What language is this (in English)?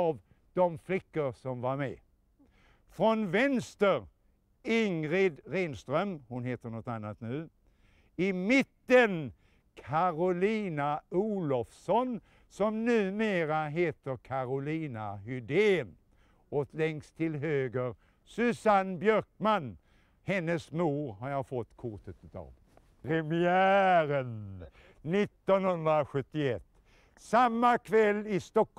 Swedish